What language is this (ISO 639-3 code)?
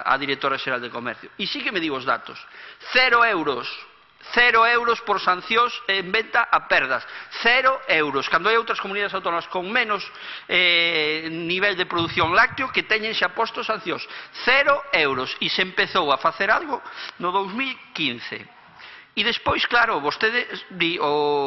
glg